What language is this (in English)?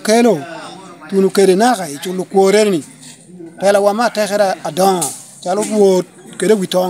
Lango (Uganda)